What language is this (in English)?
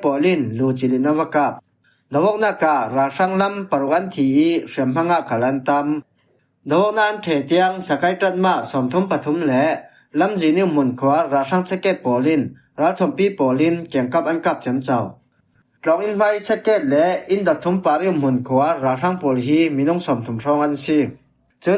Falam Chin